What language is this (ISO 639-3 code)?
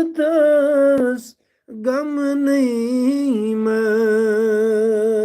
kas